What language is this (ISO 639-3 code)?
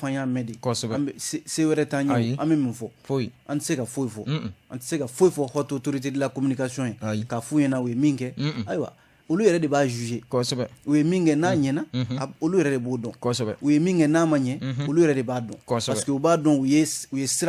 bam